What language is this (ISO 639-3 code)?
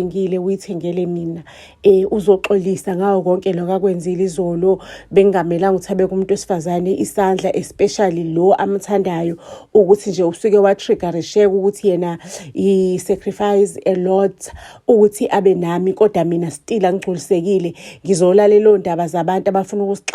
zul